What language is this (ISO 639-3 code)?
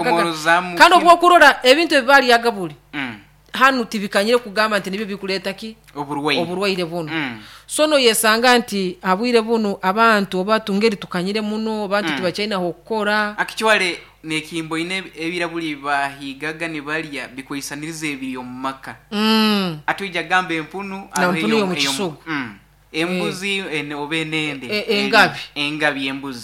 nyo